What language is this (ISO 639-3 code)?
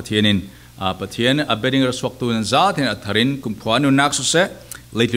cfm